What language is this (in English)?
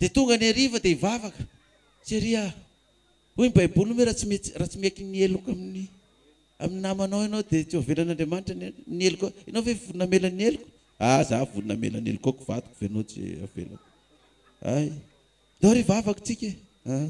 Malagasy